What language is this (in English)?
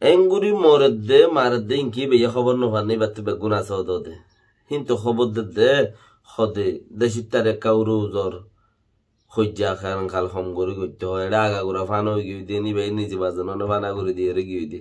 Rohingya